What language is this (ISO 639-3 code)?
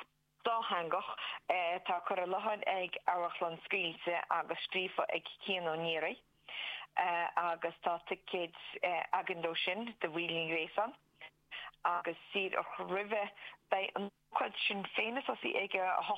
gle